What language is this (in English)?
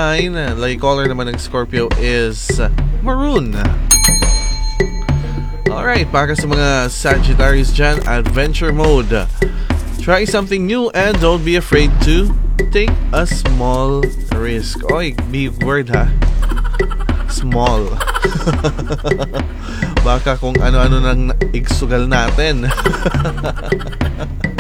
Filipino